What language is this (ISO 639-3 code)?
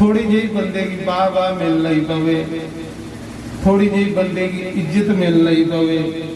doi